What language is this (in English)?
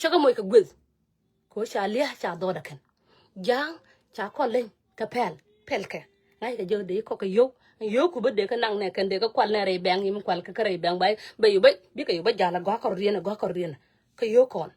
Nuer